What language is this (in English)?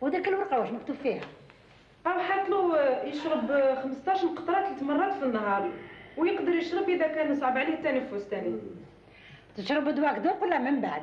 Algerian Arabic